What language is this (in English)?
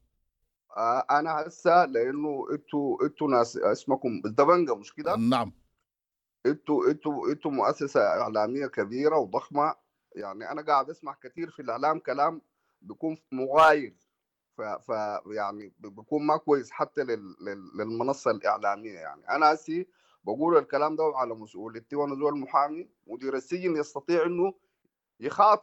Sudanese Arabic